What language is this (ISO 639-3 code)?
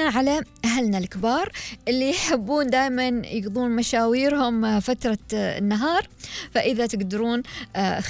afb